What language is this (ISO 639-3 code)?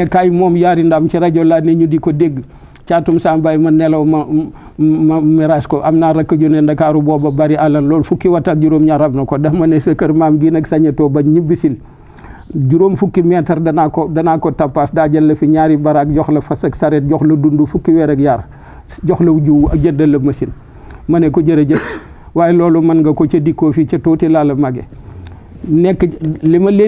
wol